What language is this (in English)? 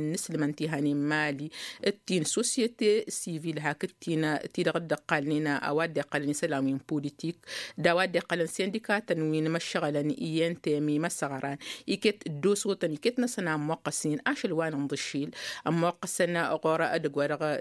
Tamasheq